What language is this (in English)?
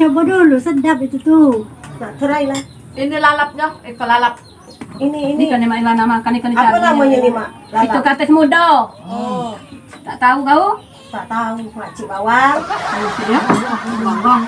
Musi